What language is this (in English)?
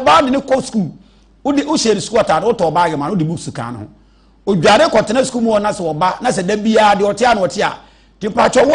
Akan